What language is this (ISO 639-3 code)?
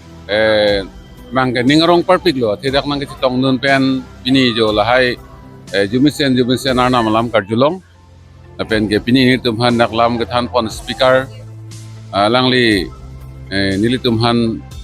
mjw